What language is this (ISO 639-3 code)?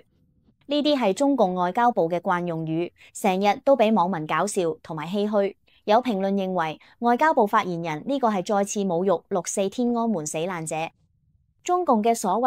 yue